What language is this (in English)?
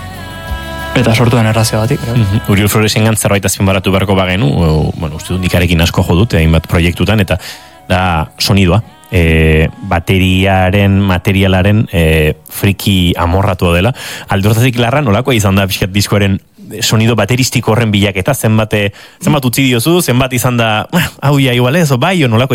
Basque